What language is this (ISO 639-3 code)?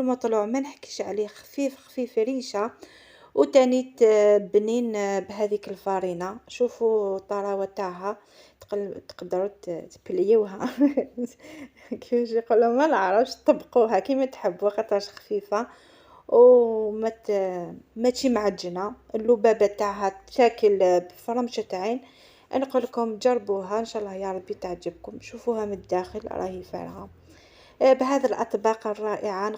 arq